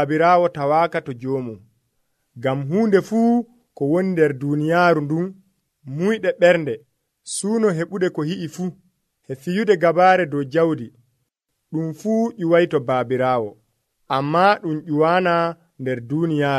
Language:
Nigerian Fulfulde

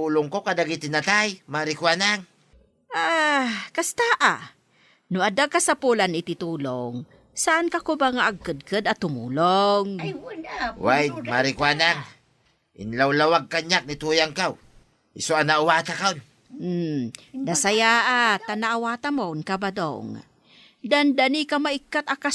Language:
Iloko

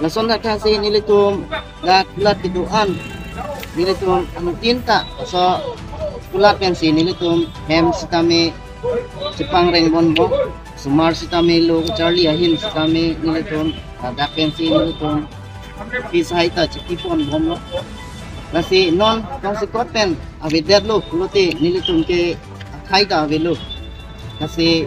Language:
Karbi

